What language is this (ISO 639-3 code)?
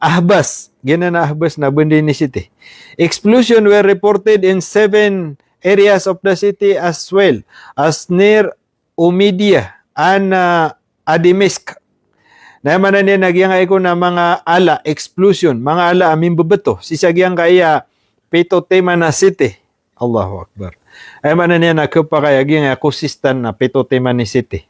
mrw